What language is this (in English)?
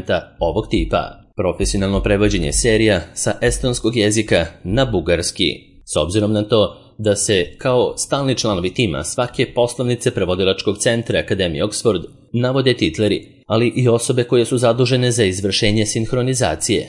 Serbian